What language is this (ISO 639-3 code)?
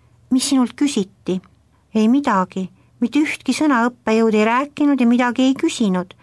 est